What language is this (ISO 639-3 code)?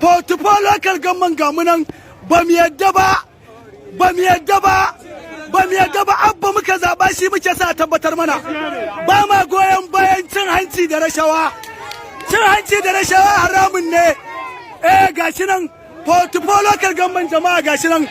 hau